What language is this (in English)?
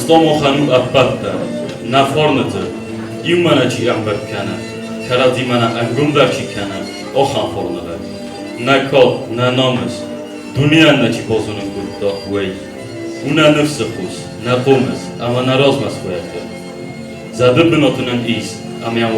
Ossetic